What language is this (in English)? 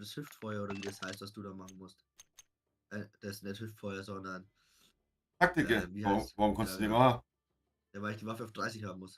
Bavarian